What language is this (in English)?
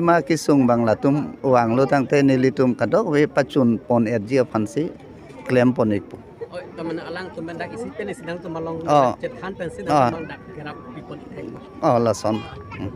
Karbi